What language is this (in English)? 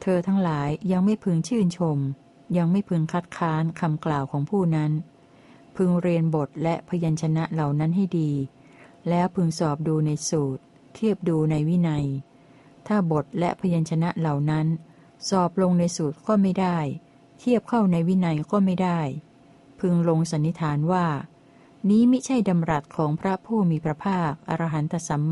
Thai